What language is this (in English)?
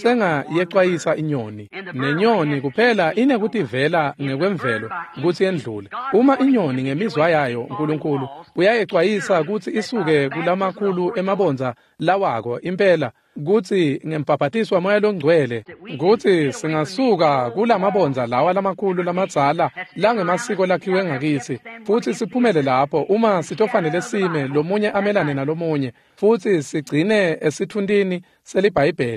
Swati